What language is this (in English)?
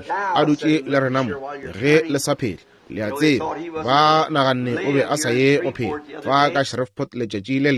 Northern Sotho